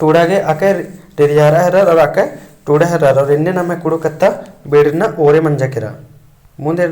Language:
Kurukh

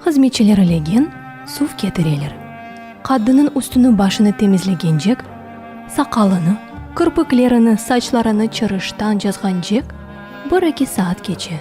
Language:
Crimean Tatar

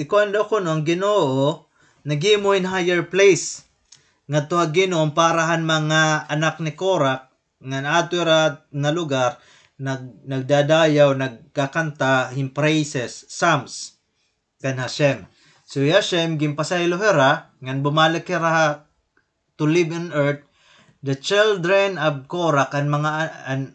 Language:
Waray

